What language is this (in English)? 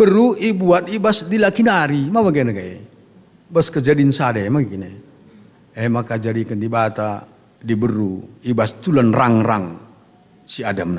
Batak Karo